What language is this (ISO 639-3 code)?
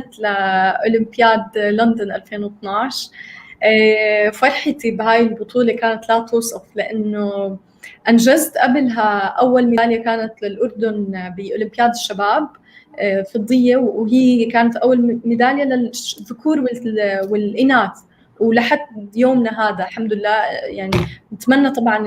apc